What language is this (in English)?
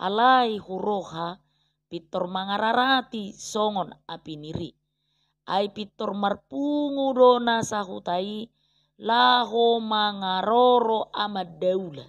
Batak Toba